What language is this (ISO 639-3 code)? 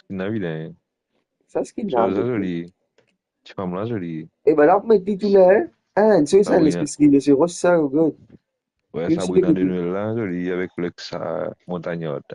mfe